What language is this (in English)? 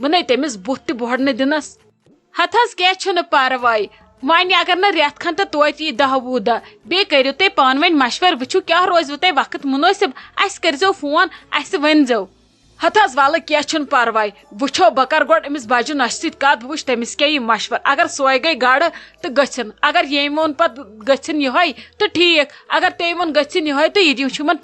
Kashmiri